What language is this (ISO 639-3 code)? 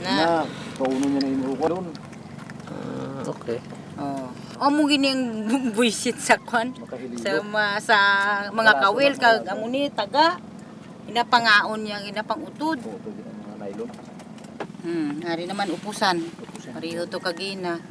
hil